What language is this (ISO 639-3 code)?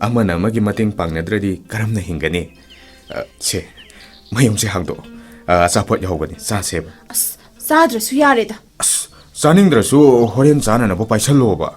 mni